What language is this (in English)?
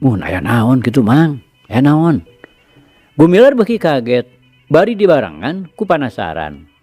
Sundanese